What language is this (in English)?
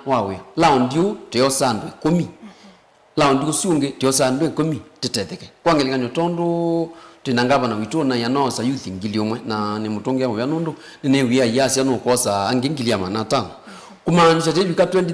Kamba